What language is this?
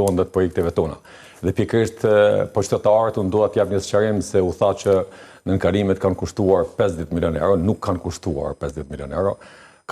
Albanian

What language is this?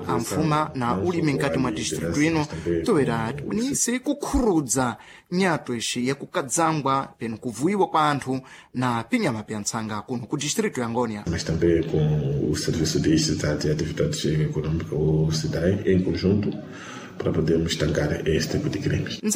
Sena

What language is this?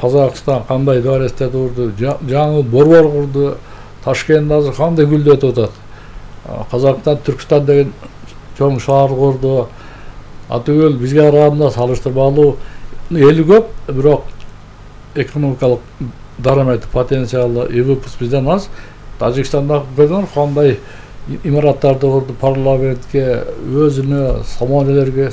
Kyrgyz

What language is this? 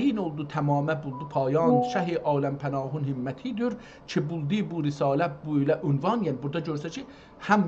South Azerbaijani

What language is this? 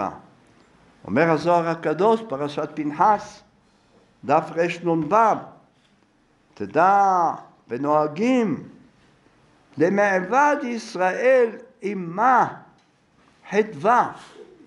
Hebrew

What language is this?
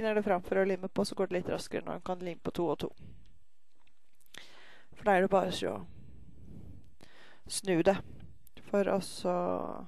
Norwegian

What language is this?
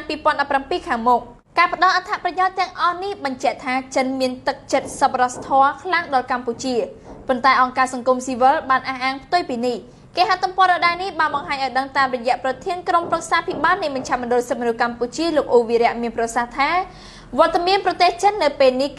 Khmer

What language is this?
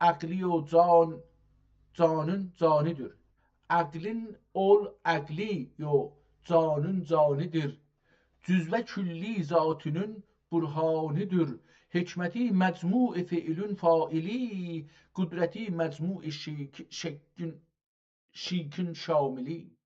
South Azerbaijani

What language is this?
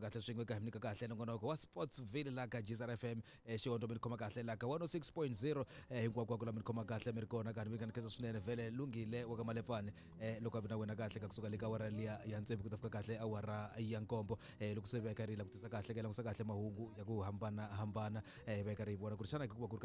Tsonga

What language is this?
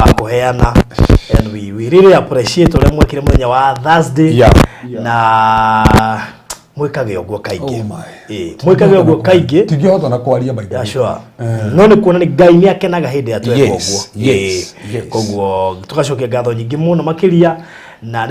Kikuyu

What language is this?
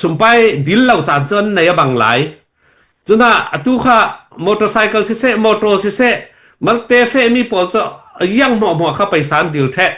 Hakha Chin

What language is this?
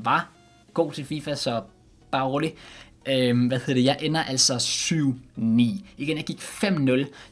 Danish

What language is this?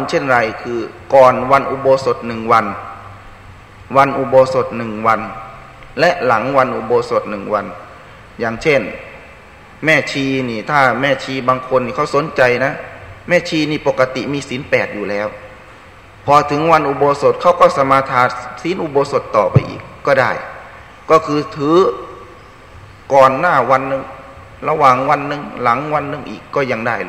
Thai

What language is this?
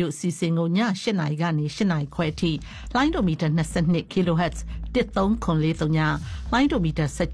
Burmese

